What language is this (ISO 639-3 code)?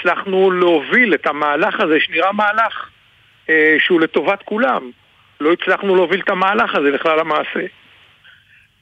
heb